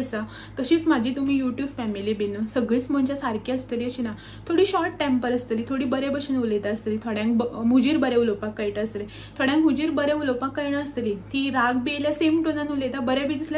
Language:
Konkani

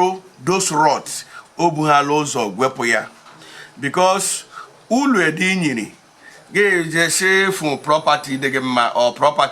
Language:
Igbo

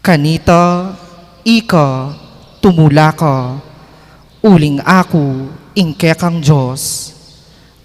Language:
Pampanga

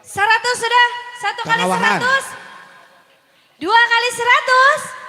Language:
Banjar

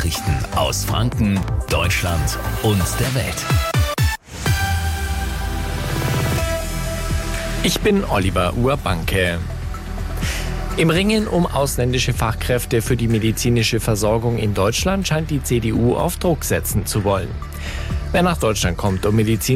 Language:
German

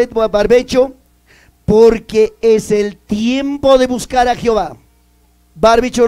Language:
Ayacucho Quechua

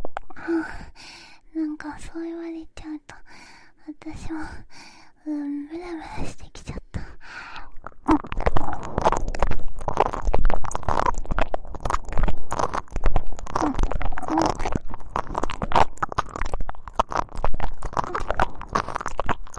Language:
Japanese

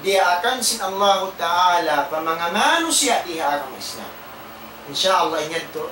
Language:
Tausug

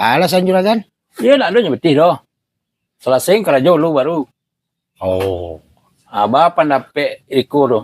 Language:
Minangkabau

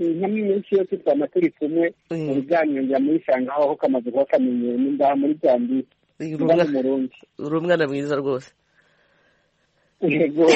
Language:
Kinyarwanda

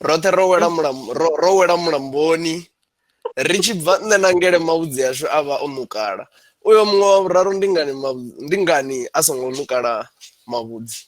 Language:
Venda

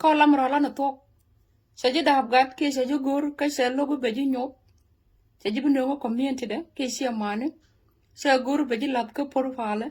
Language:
Nuer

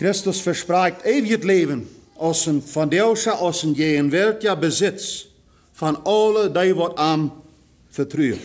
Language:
Plautdietsch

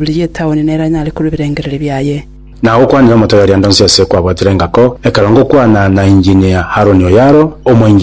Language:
Gusii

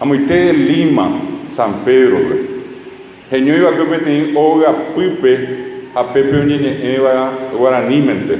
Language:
Guarani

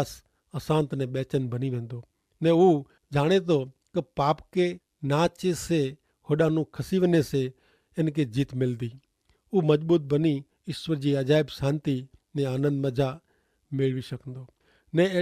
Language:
Kachhi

